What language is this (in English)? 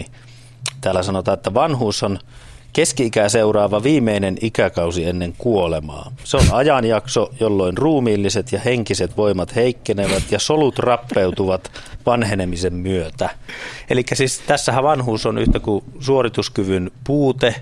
Finnish